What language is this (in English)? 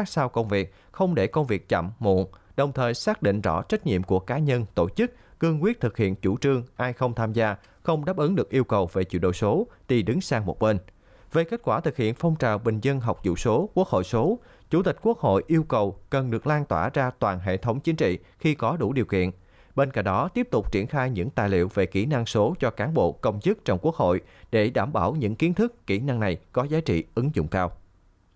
Vietnamese